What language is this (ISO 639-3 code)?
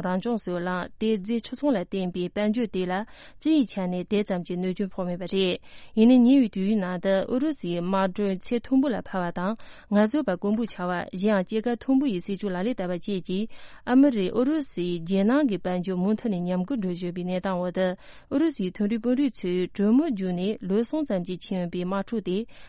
bod